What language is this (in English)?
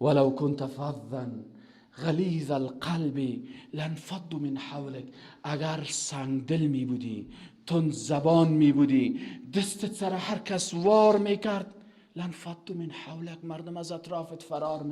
Persian